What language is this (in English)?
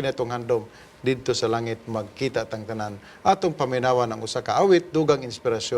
Cebuano